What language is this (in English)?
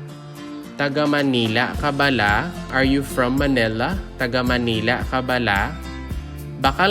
Hiligaynon